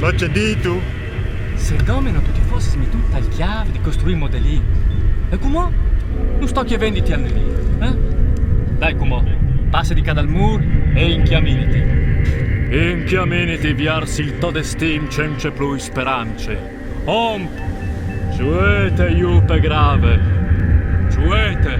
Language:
Friulian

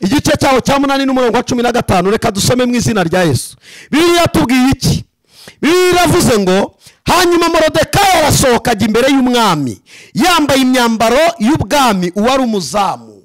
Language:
Kinyarwanda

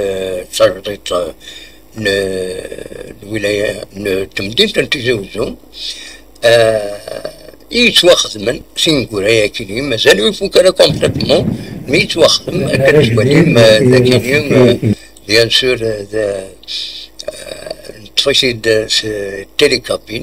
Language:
Kabyle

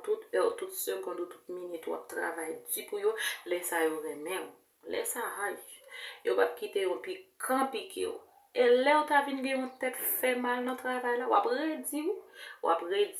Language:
Haitian Creole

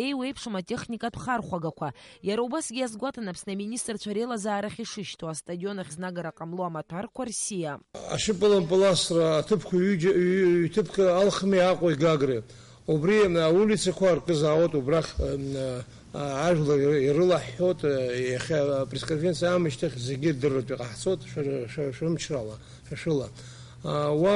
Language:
Abkhazian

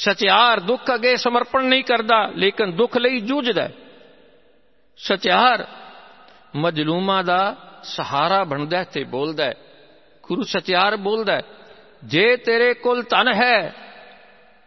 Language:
Punjabi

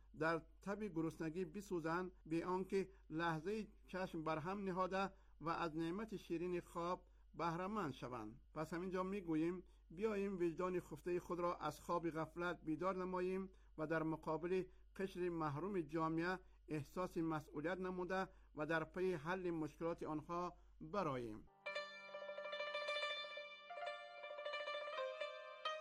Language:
Persian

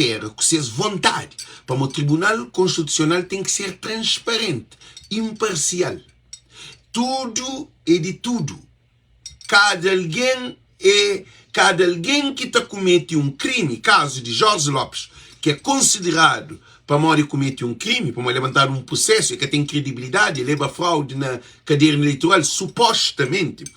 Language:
Kabuverdianu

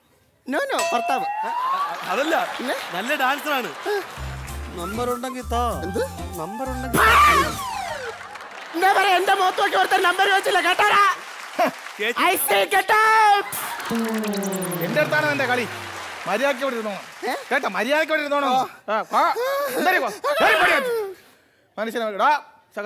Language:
Malayalam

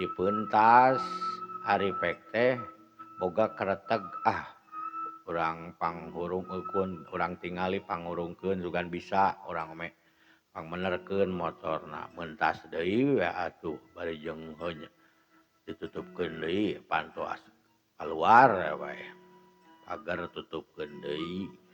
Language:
Sundanese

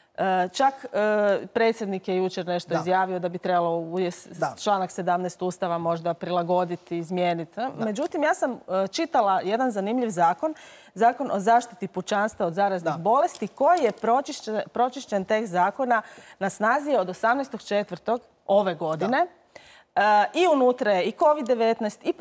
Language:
Croatian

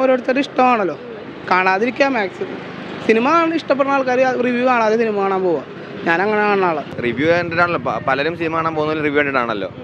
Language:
Malayalam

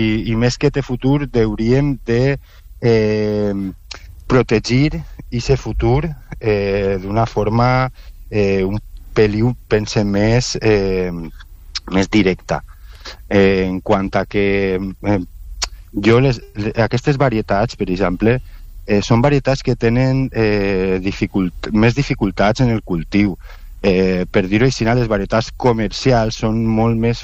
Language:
Catalan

